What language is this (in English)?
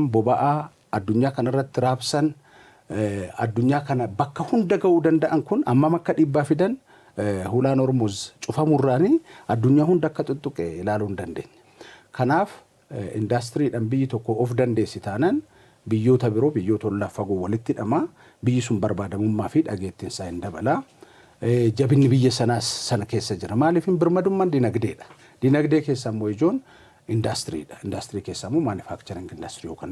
Oromo